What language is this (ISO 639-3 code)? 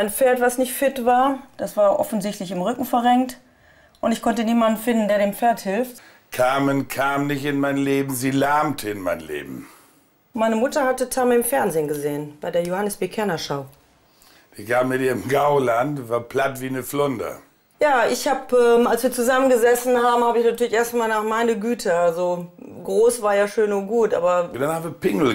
deu